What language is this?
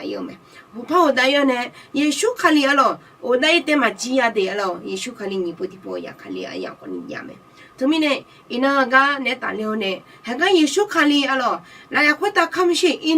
Akha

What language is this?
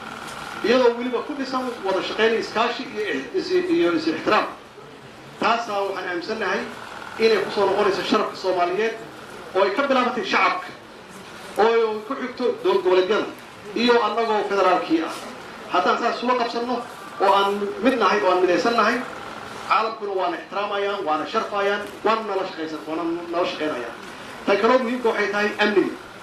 Somali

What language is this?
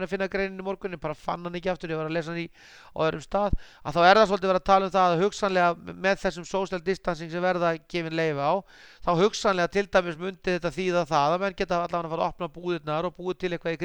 Icelandic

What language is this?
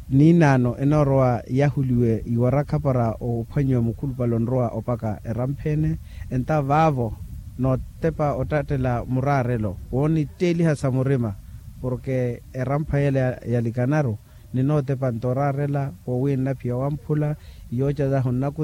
Makhuwa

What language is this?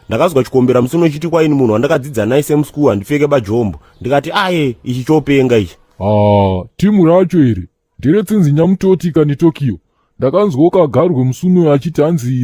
Shona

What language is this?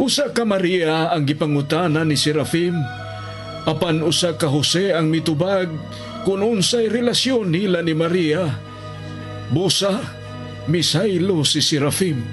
Cebuano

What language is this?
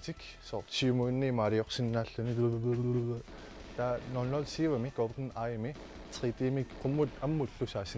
Kalaallisut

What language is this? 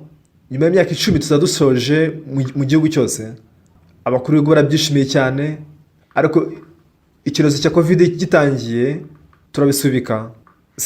Kinyarwanda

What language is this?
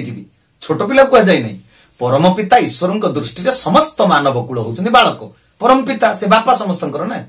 Odia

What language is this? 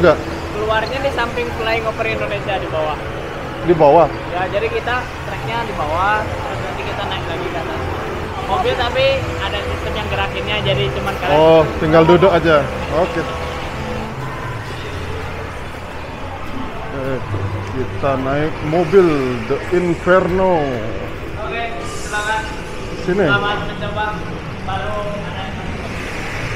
Indonesian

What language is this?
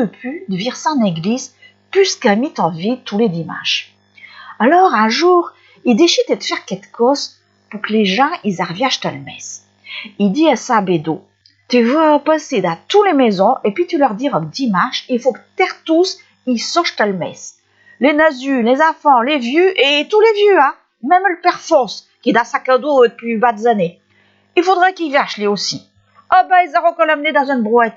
Picard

